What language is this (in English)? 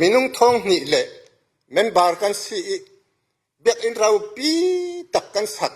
Falam Chin